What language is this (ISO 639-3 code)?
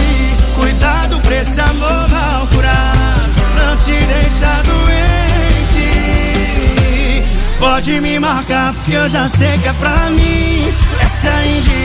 por